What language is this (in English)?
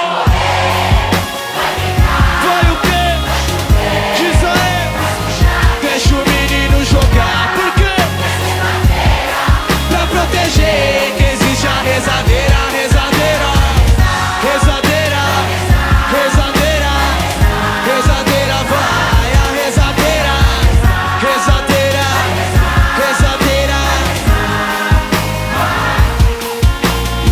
Portuguese